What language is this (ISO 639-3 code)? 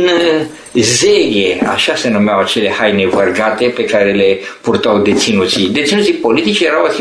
ron